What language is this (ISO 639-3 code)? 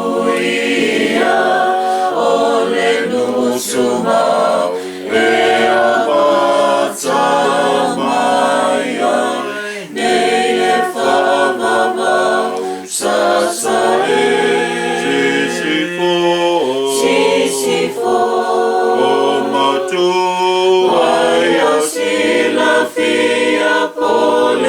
smo